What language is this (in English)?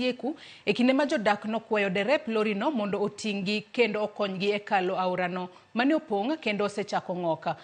Luo (Kenya and Tanzania)